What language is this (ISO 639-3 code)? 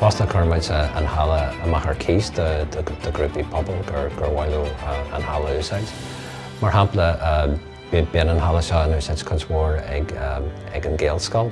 gle